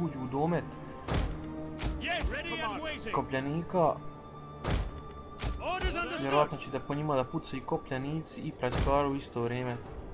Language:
Croatian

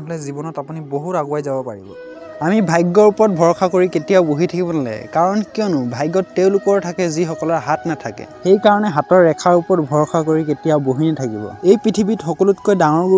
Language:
Assamese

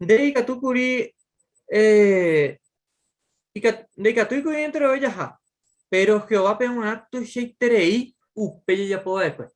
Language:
Guarani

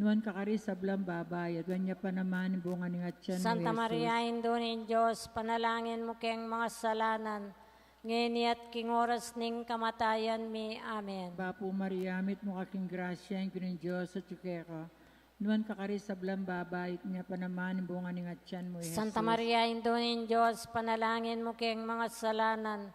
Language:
Pampanga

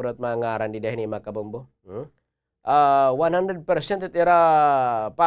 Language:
Waray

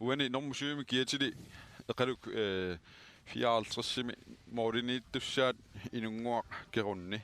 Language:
Kalaallisut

